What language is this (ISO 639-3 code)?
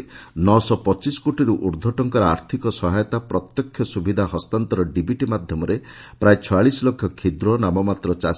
ori